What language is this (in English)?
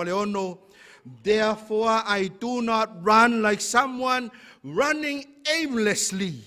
Samoan